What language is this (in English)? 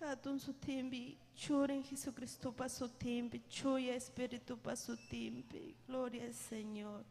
Ayacucho Quechua